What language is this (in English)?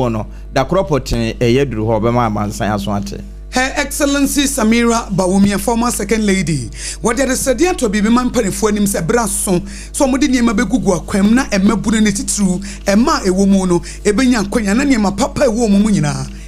Akan